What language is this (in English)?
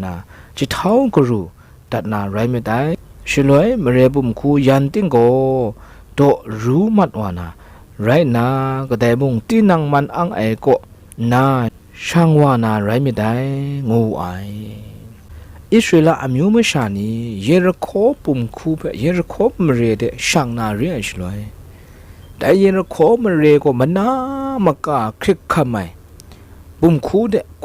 Kachin